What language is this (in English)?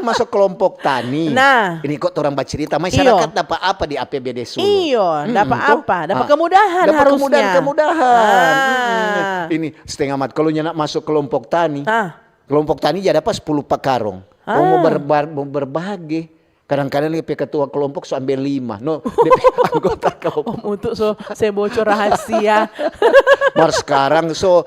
Manado Malay